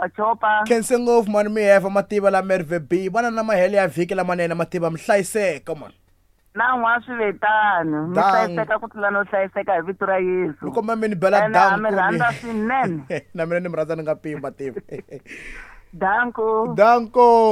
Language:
Tsonga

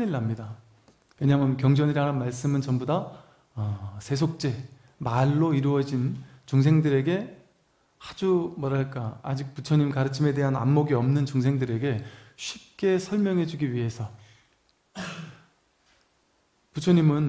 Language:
Korean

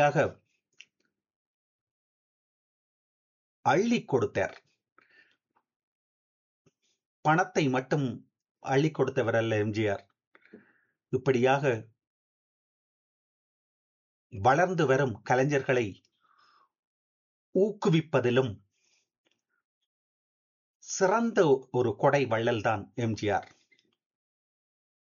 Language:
Tamil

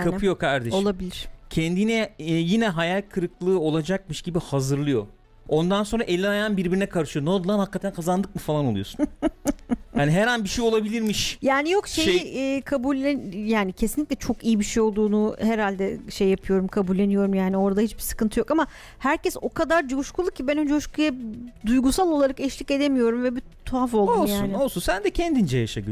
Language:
Turkish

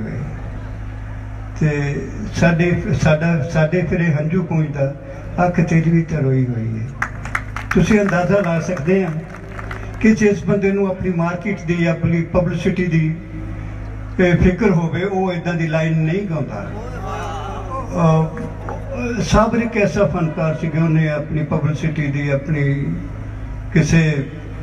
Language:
Punjabi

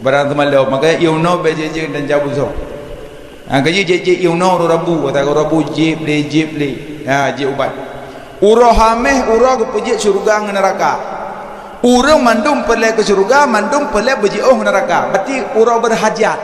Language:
Achinese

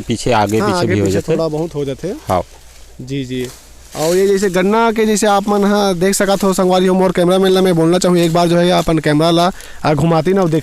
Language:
Chhattisgarhi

